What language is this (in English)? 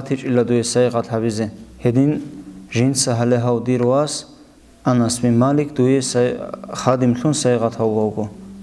Avaric